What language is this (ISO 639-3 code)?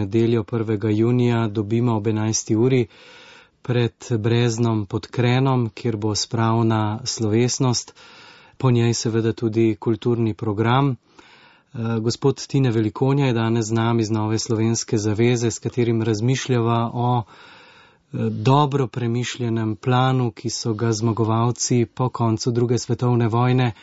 slv